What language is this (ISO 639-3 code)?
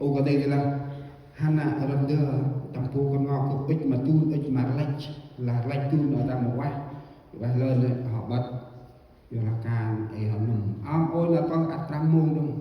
cmo